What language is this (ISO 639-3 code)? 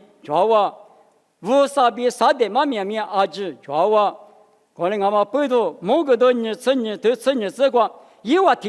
lis